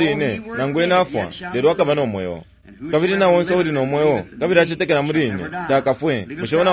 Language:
Bemba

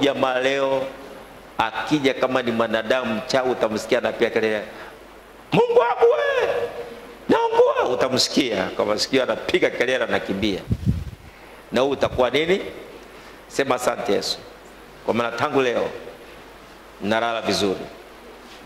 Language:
Swahili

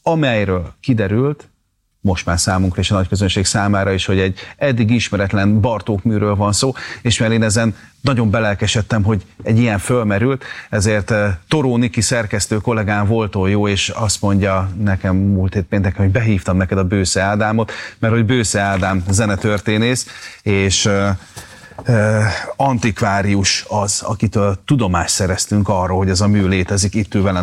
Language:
Hungarian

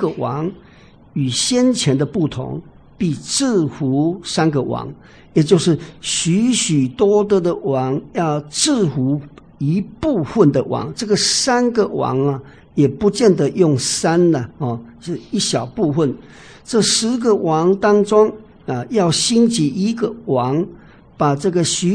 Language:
Chinese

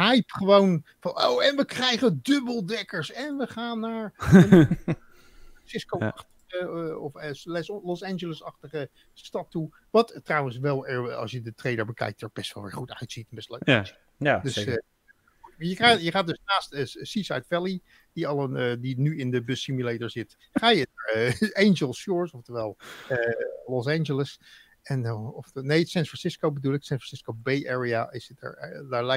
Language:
Dutch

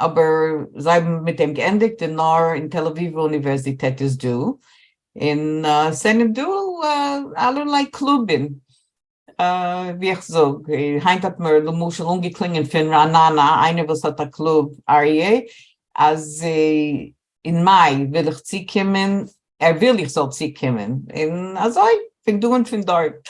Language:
Yiddish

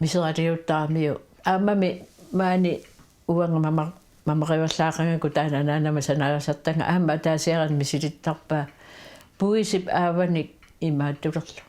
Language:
Kalaallisut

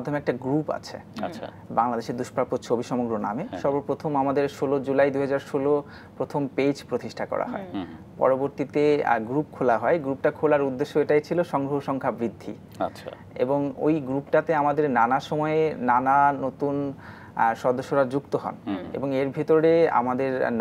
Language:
Bangla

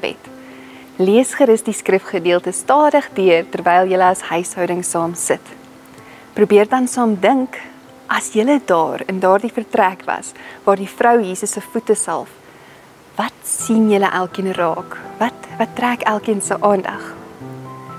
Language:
Afrikaans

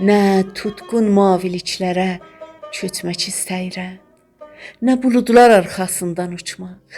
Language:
South Azerbaijani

